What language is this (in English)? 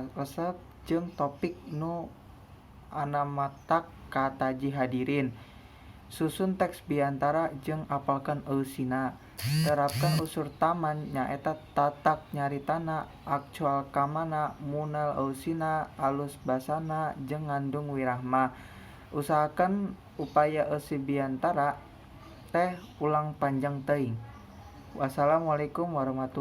Sundanese